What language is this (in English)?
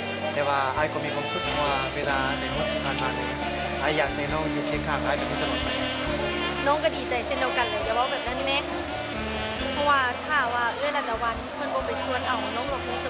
Lao